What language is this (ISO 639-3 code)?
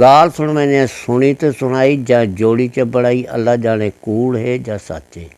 skr